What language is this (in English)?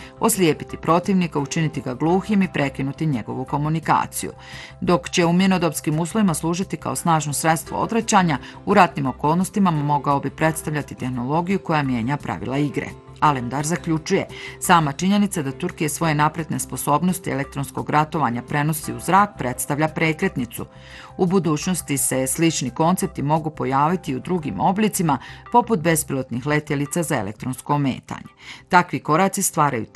Bosnian